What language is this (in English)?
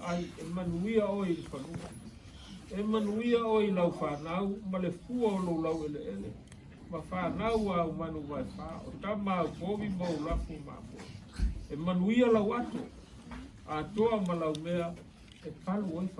Samoan